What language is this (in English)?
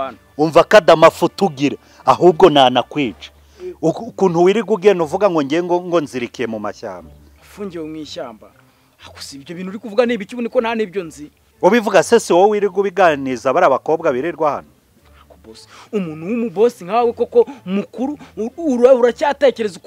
Kinyarwanda